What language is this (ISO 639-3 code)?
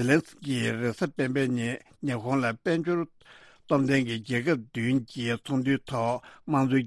bod